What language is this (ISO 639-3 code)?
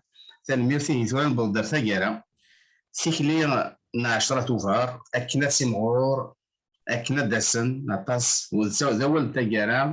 kab